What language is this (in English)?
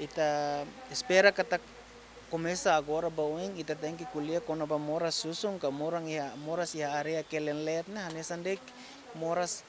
Tetum